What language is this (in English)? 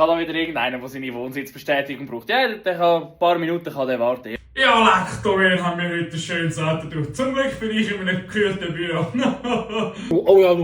Swiss German